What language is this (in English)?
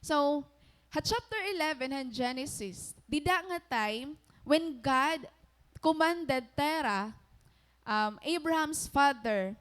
Waray